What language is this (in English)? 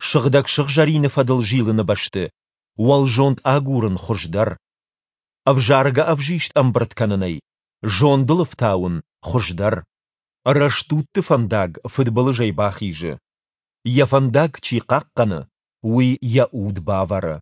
Ossetic